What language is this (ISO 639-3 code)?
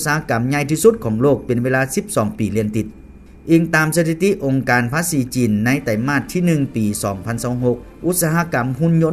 lao